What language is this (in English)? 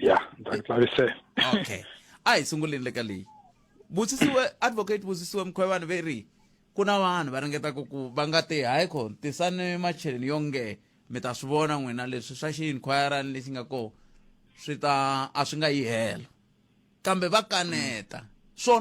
Tsonga